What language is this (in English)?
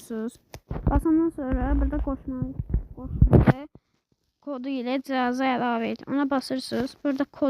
Azerbaijani